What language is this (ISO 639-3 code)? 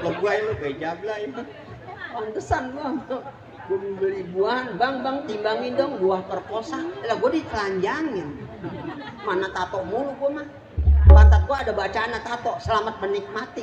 bew